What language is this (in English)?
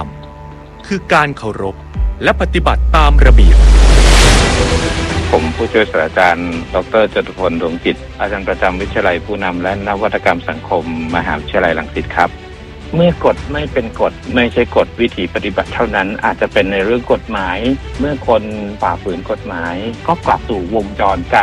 Thai